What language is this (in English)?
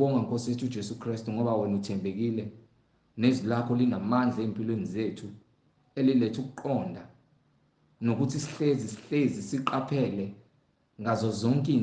Zulu